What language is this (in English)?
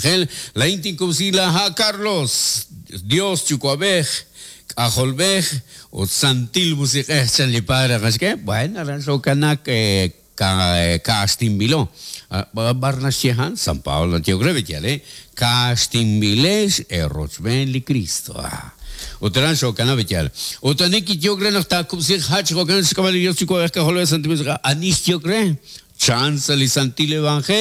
Kekchí